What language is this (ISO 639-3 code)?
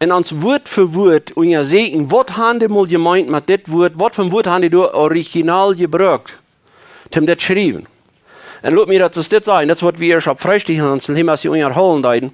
pdt